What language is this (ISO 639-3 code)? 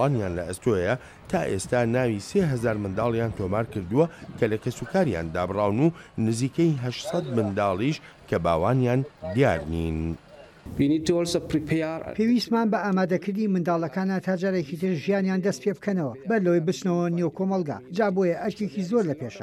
ckb